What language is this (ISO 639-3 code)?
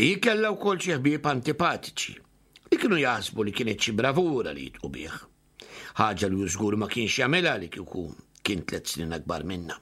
mlt